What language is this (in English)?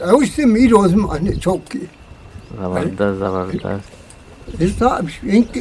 Eastern Balochi